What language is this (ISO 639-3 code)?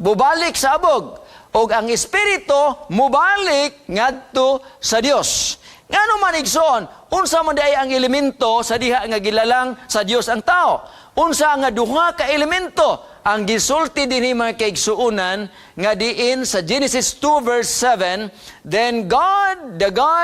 ceb